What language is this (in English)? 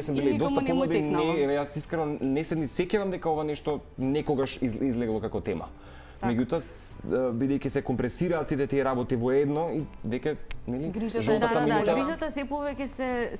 Macedonian